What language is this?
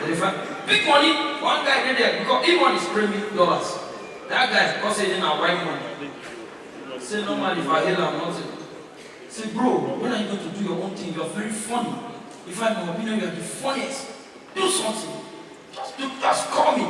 Nigerian Pidgin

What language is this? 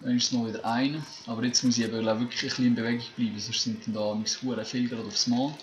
Swiss German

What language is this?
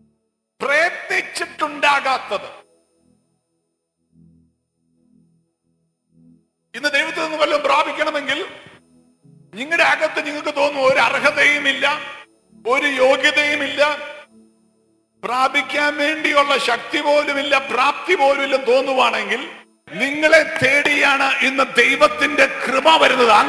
Malayalam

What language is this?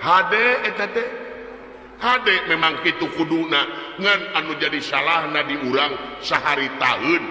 Sundanese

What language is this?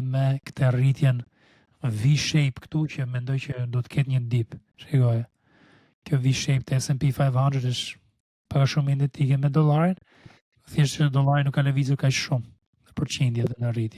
Albanian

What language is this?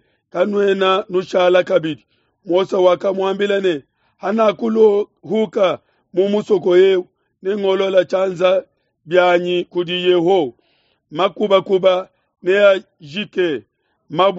Luba-Lulua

